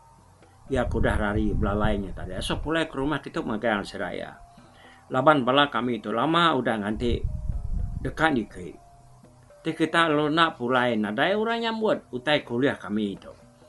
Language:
Iban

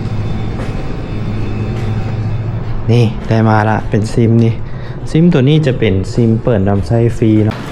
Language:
Lao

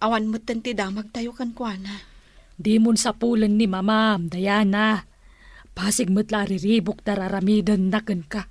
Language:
Iloko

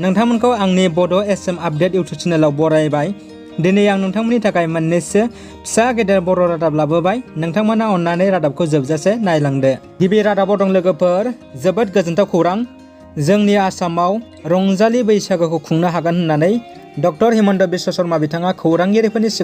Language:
Bodo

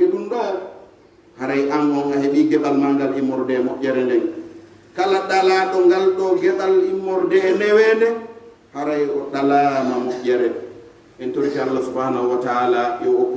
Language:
Pular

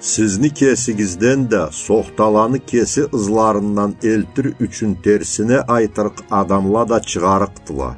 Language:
Karachay-Balkar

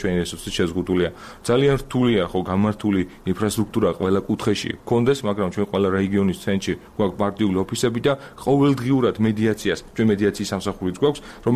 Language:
Georgian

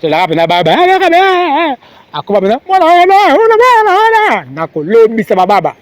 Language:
Lingala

